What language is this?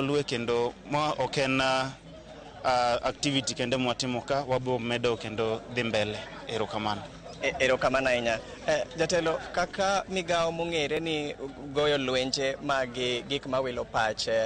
Luo (Kenya and Tanzania)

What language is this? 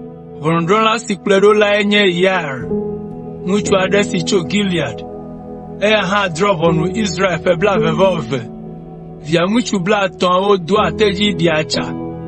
Ewe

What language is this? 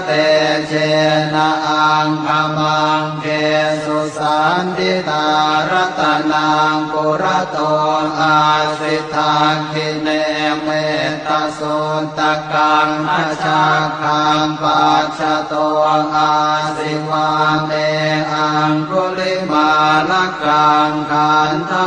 Pali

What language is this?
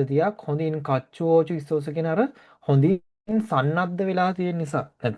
Sinhala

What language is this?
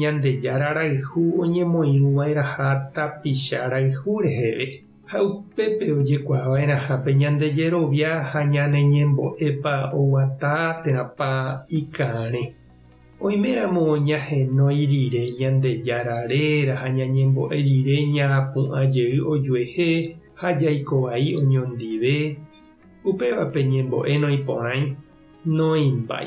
Guarani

